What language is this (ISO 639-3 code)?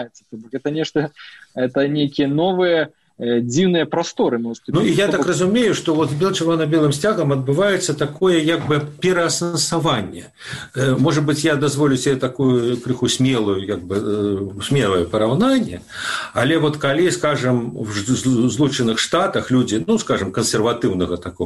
bel